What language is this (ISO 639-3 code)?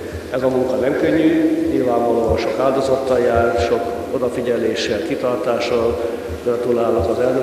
hun